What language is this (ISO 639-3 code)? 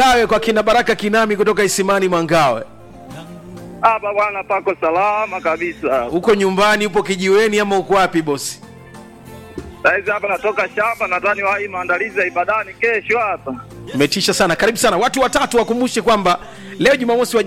swa